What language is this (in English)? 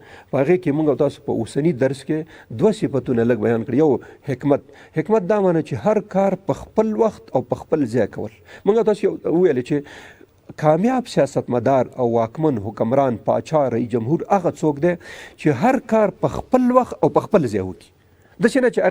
Pashto